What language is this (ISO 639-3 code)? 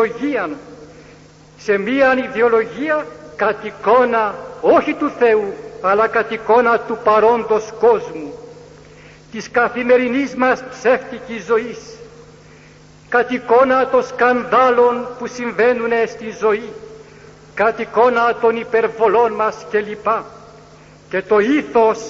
ell